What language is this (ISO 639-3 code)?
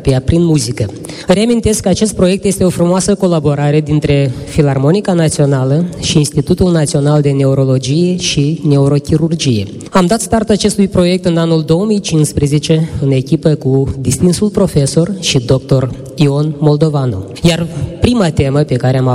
ron